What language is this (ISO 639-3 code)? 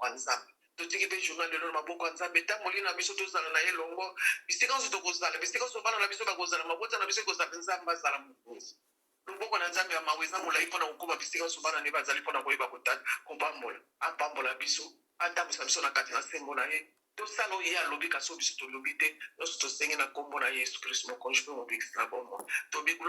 lin